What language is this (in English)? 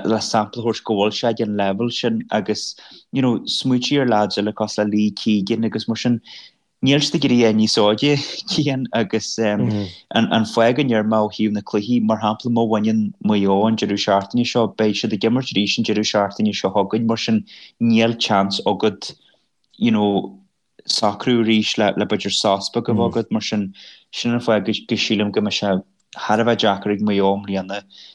Irish